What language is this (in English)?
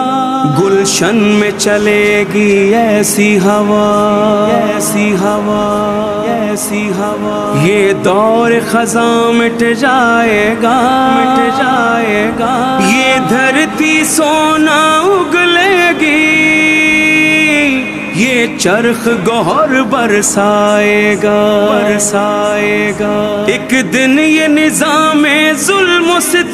Urdu